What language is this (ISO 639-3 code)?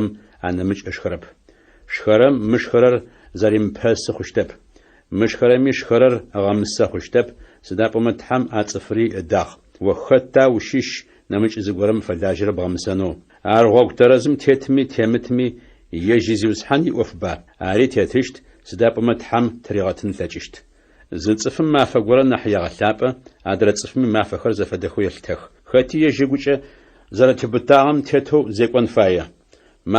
ady